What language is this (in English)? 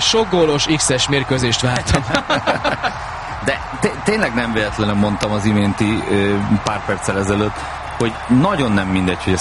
Hungarian